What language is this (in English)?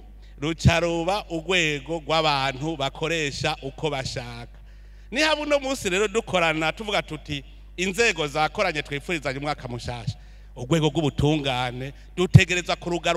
Rundi